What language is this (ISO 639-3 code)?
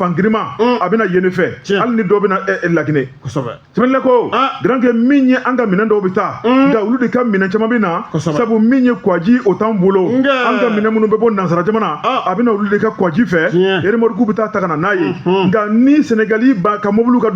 bam